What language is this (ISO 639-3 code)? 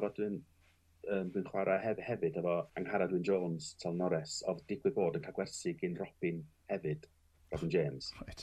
cym